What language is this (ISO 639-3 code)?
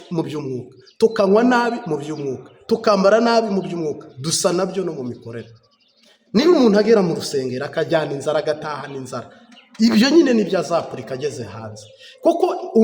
kin